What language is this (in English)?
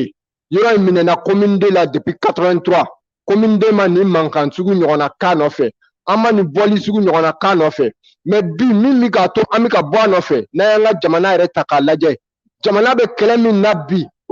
Bambara